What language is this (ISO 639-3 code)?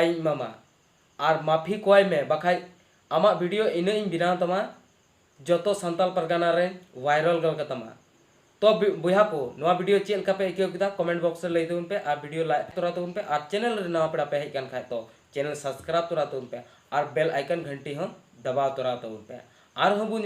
sat